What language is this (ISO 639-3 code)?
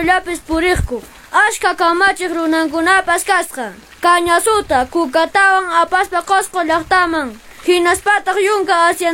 que